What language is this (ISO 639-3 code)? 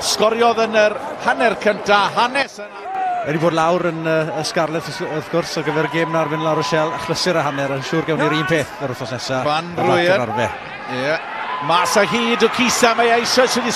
cym